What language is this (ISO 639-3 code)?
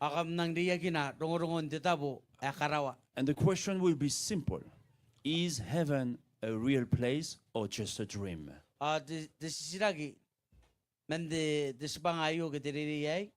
gil